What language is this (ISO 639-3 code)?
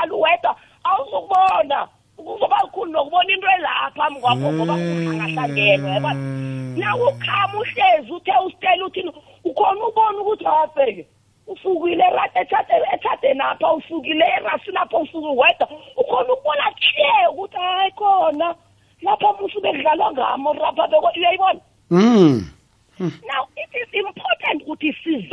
nbl